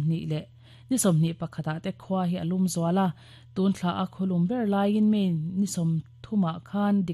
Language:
Mizo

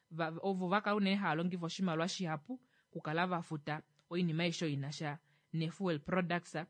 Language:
Kuanyama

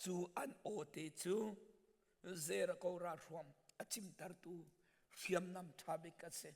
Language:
Hakha Chin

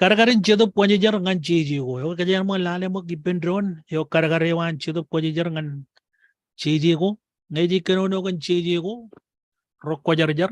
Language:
Marshallese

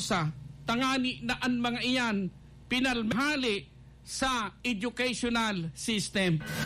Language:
Bikol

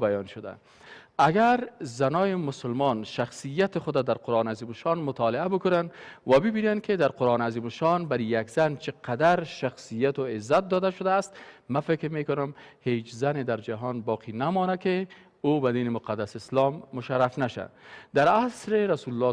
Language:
Persian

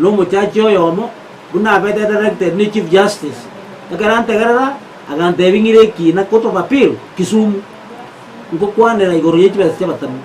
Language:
Gusii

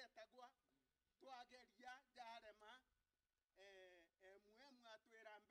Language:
Meru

